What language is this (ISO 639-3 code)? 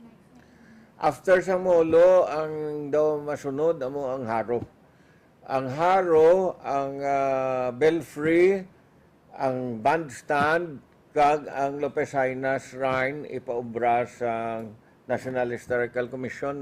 hil